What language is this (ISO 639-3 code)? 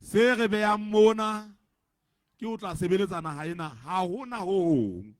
sot